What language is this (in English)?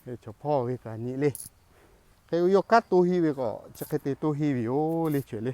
Lahu